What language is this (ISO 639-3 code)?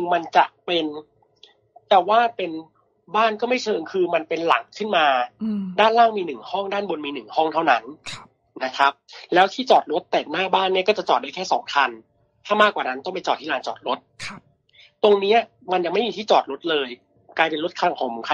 tha